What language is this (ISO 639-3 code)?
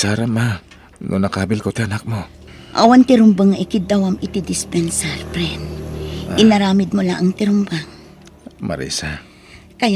ilo